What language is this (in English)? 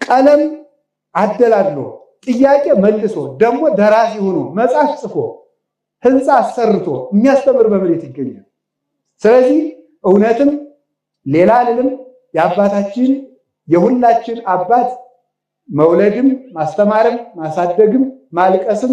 Amharic